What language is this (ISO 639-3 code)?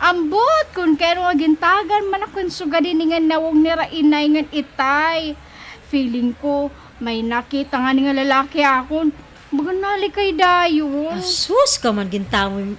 war